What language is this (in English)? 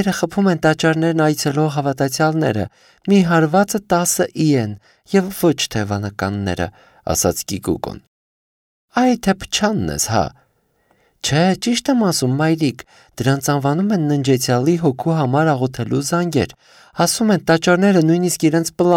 Armenian